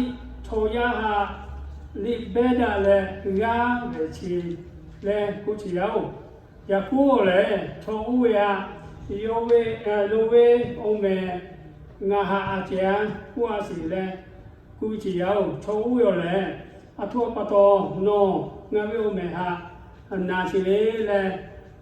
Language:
Lahu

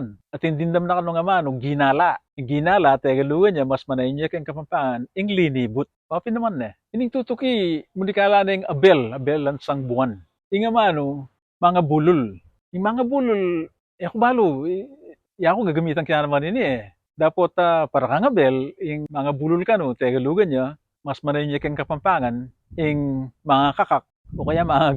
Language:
Pampanga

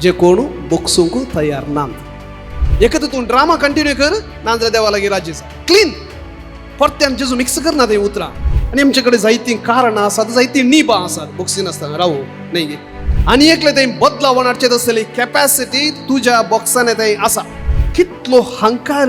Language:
Konkani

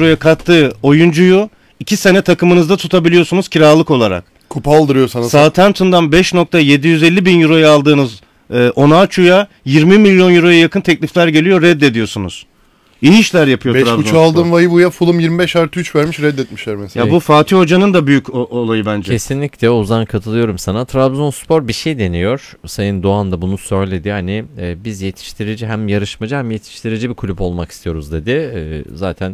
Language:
Turkish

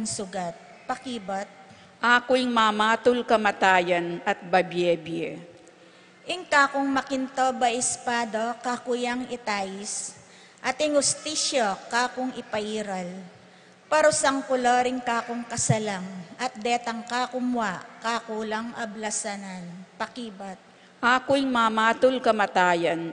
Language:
Pampanga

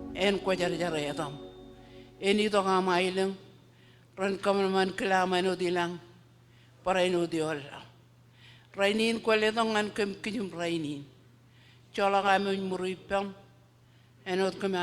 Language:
Marshallese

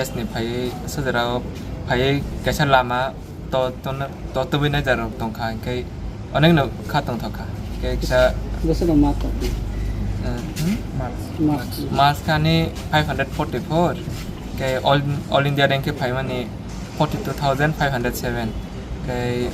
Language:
Kok Borok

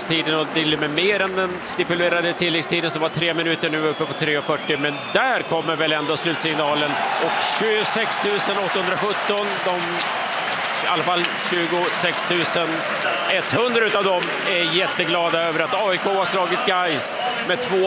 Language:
Swedish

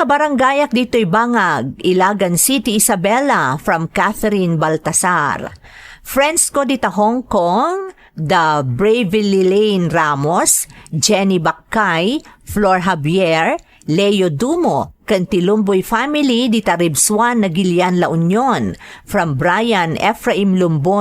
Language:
Iloko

